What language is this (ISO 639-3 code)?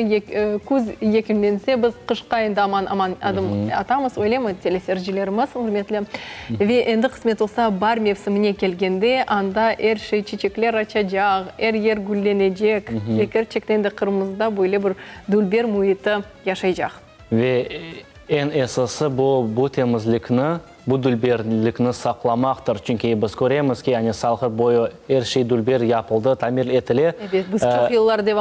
crh